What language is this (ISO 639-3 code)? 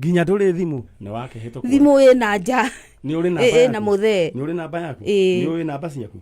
kik